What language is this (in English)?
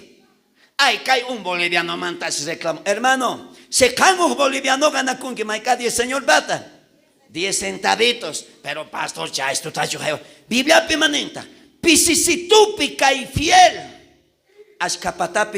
South Bolivian Quechua